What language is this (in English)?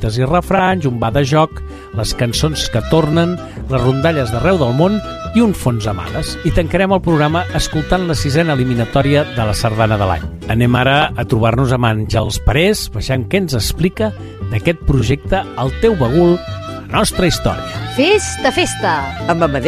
Catalan